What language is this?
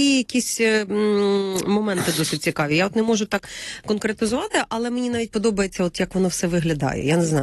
Ukrainian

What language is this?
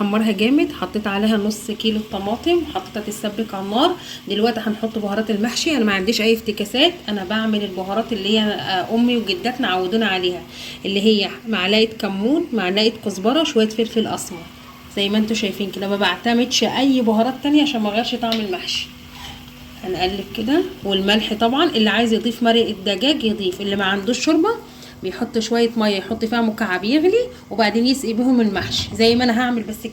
Egyptian Arabic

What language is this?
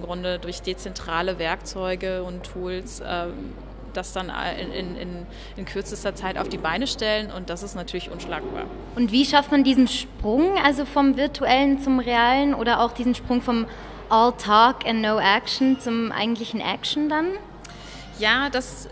Swiss German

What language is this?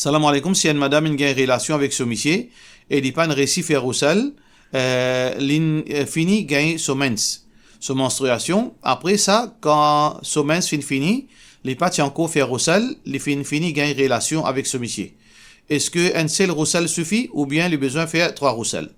Morisyen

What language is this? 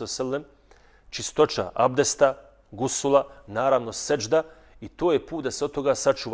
Bosnian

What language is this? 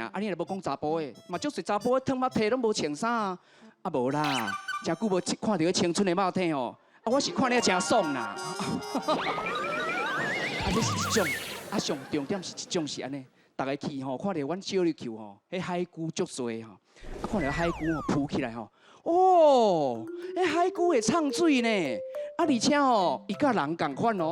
Min Nan Chinese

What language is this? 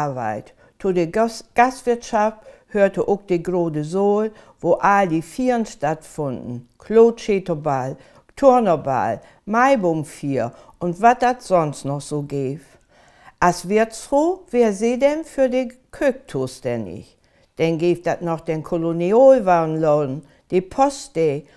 Low German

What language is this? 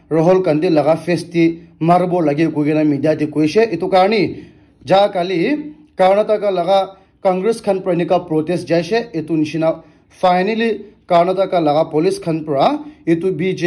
Naga Pidgin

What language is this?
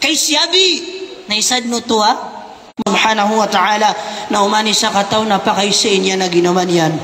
Maranao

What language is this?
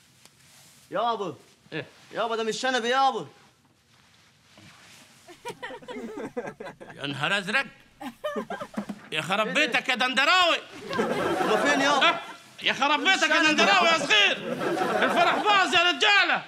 Egyptian Arabic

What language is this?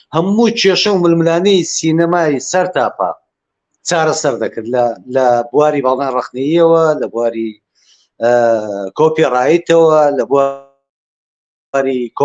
Central Kurdish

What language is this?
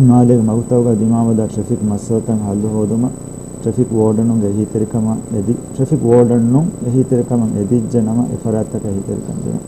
Divehi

